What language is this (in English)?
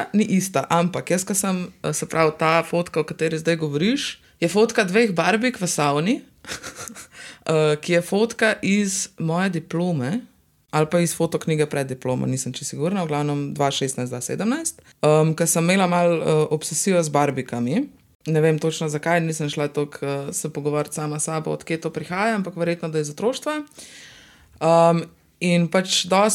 Slovenian